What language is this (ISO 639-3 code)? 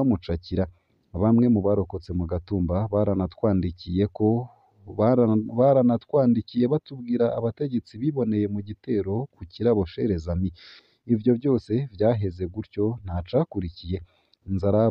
run